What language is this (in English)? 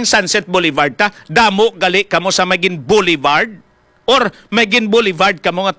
Hiligaynon